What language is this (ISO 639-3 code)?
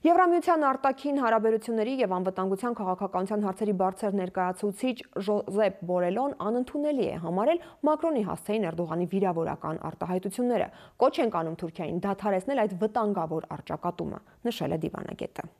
hye